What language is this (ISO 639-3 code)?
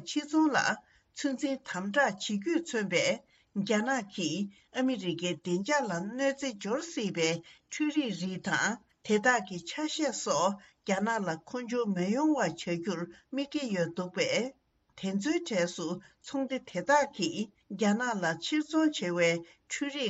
bod